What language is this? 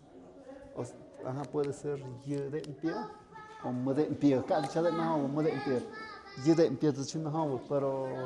Tlahuitoltepec Mixe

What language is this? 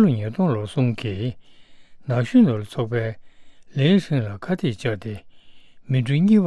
Tibetan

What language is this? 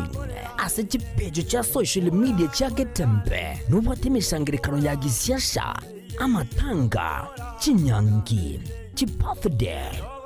Gusii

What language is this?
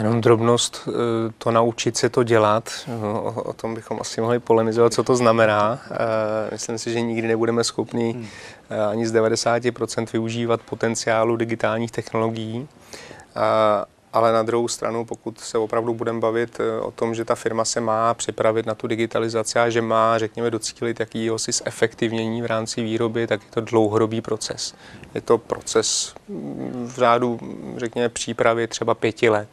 Czech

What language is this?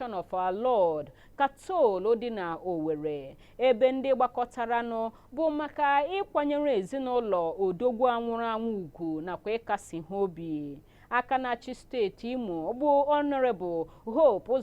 Igbo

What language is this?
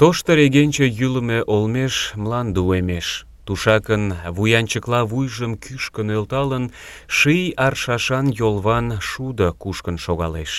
Mari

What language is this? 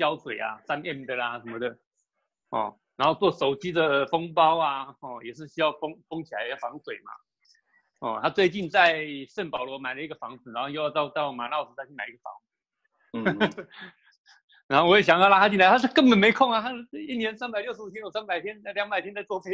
Chinese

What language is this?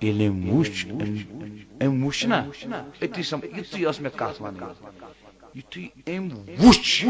Kashmiri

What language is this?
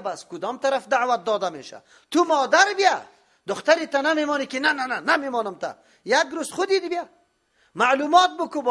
Persian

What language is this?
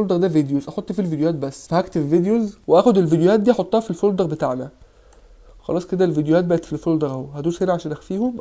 Egyptian Arabic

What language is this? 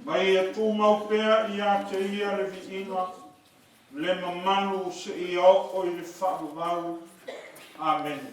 Samoan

